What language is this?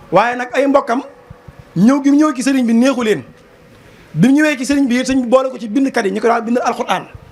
Wolof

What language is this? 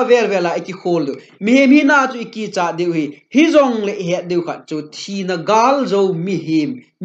Thado Chin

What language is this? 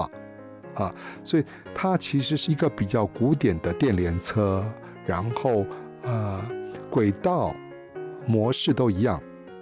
Chinese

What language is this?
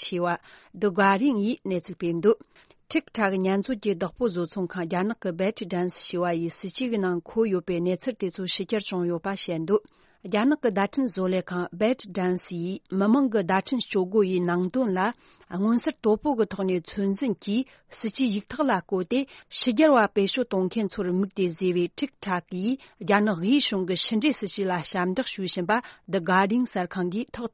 Tibetan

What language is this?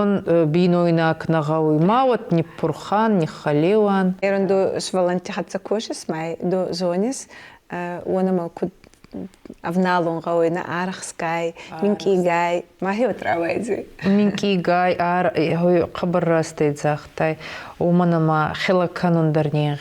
Ossetic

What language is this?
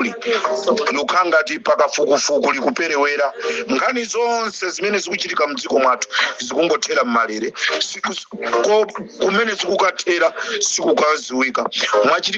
Nyanja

